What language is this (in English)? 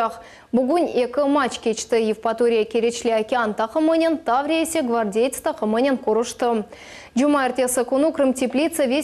Crimean Tatar